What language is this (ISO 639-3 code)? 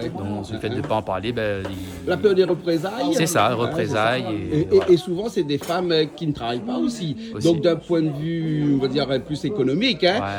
rcf